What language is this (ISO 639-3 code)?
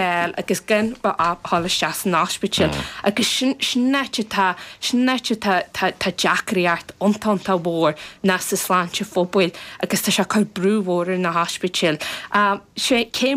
gle